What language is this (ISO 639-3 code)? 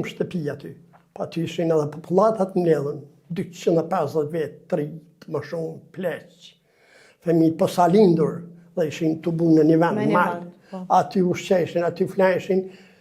sqi